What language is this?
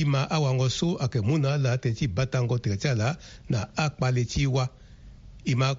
Sango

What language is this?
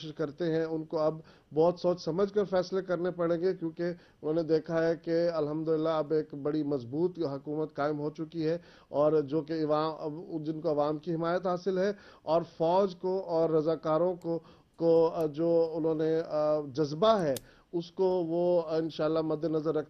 Urdu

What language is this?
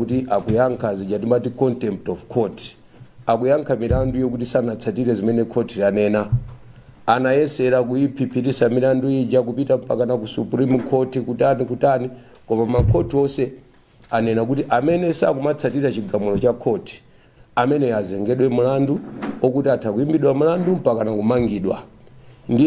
Nyanja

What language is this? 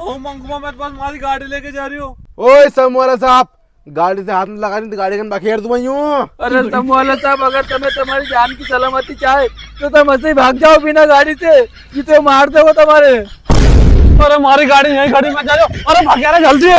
Rajasthani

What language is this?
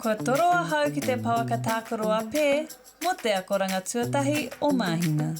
Māori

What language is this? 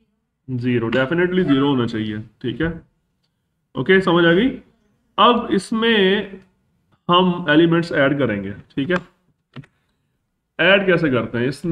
Hindi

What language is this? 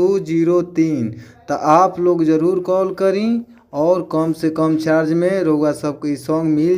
Bhojpuri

